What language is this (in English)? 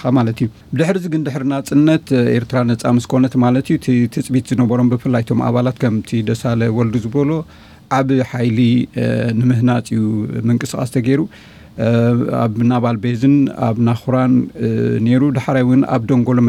Tigrinya